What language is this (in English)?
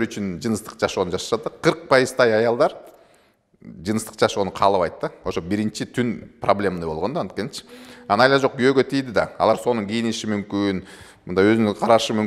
Kyrgyz